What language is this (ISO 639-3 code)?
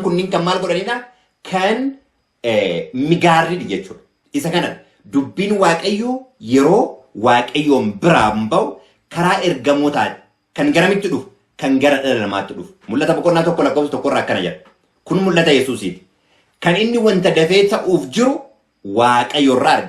orm